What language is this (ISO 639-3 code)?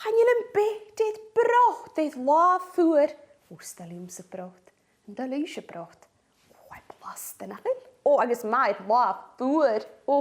gla